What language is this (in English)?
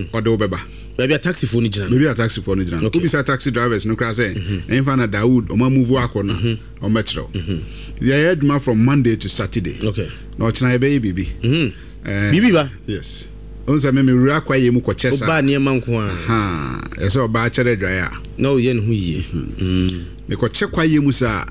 Akan